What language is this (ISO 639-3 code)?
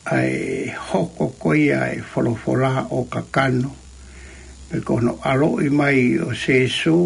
ton